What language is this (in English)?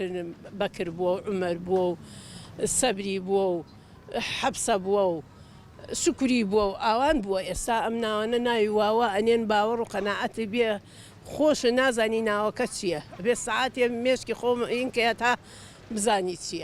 Central Kurdish